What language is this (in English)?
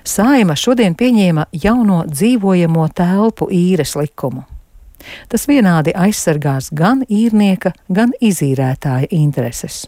Latvian